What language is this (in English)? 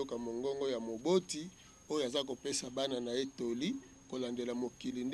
Lingala